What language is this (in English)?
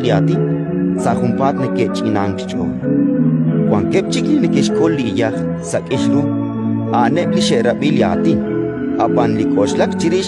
Kekchí